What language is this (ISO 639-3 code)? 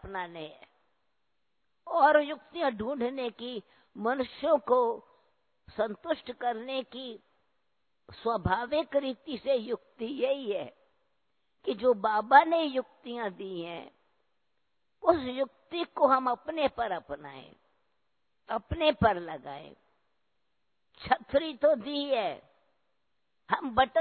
hin